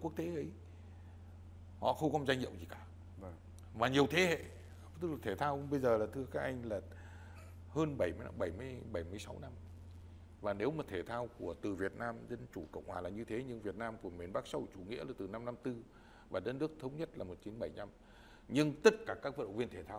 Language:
Vietnamese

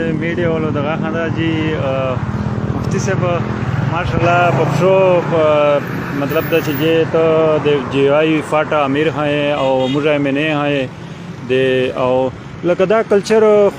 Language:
Pashto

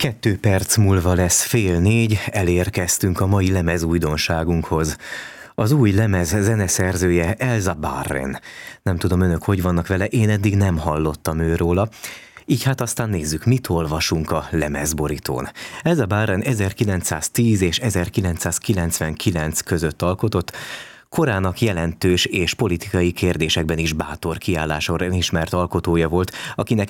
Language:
Hungarian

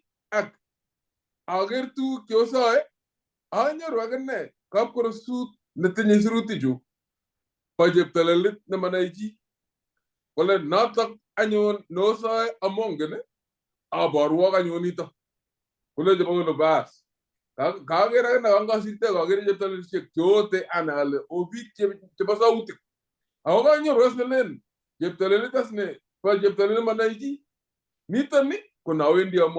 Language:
Kalenjin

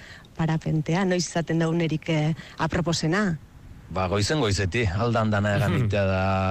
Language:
Basque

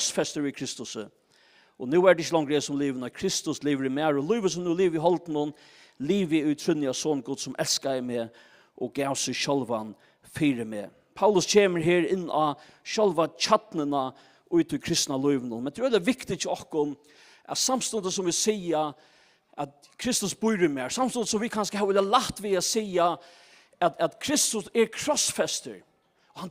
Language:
Faroese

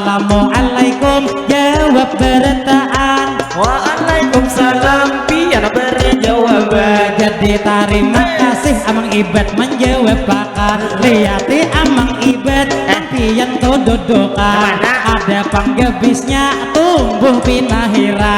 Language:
Banjar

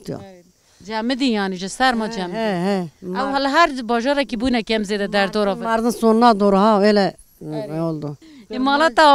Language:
Kurdish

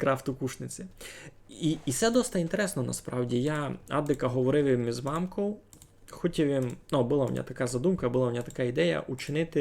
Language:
Rusyn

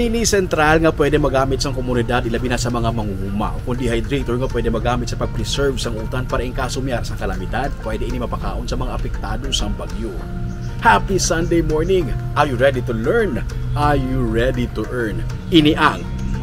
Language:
Hiligaynon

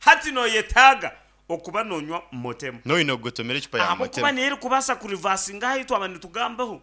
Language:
Nyankole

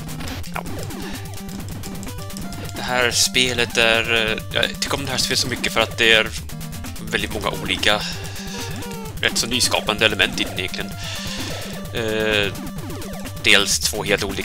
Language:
Swedish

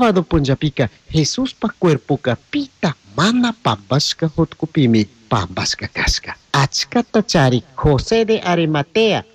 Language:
Chimborazo Highland Quichua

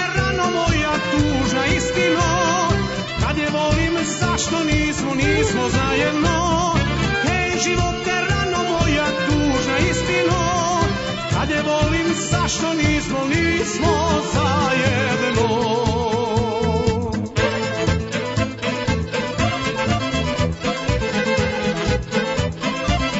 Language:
Serbian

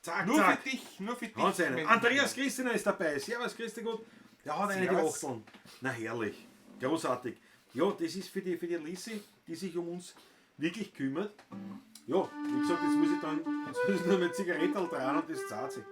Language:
Bavarian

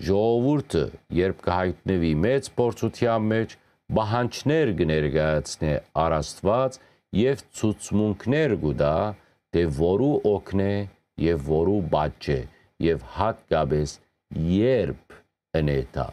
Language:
Western Armenian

